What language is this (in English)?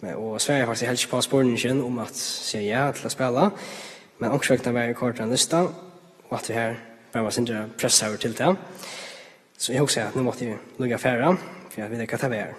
Faroese